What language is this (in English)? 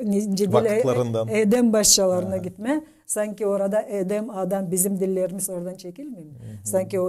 Gagauz